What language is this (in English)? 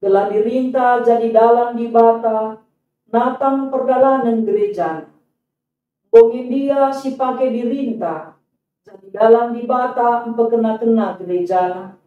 Batak Karo